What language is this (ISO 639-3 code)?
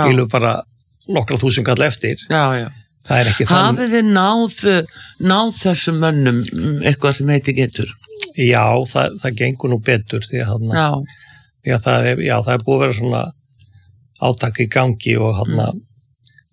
isl